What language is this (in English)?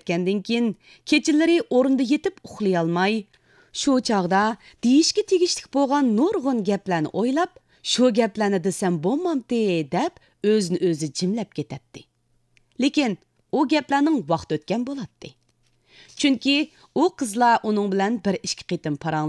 Uyghur